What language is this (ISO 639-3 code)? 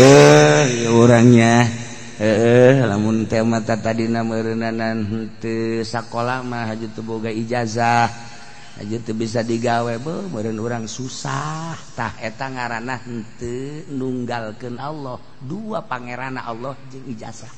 sun